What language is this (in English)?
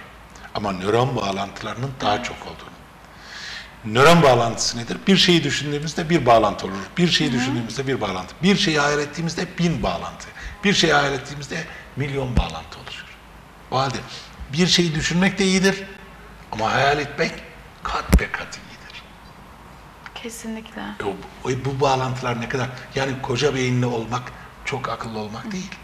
Turkish